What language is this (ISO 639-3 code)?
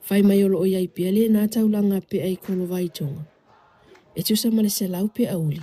smo